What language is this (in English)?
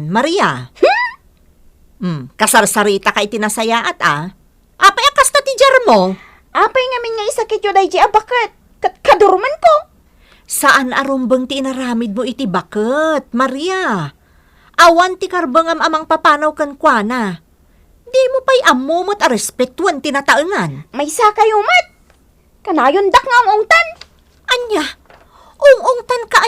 Iloko